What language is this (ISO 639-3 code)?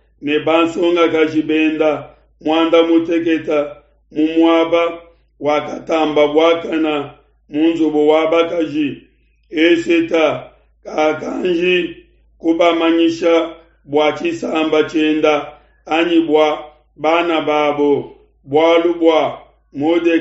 lua